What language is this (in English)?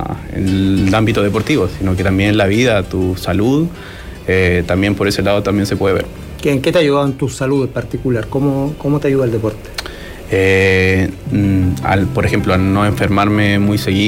Spanish